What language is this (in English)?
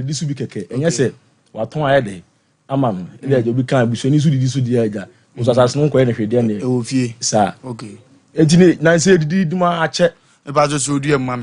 Akan